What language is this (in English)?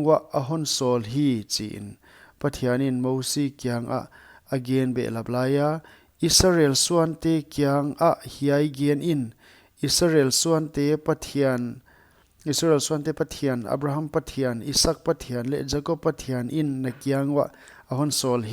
Paite Chin